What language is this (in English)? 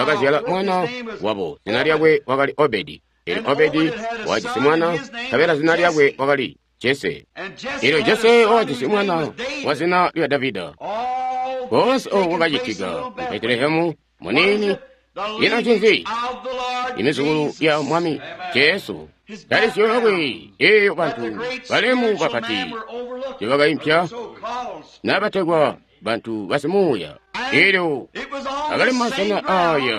Tonga (Zambia)